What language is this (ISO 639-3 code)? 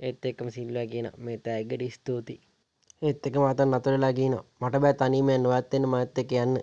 sin